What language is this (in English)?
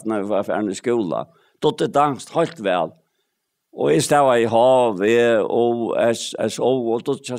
Faroese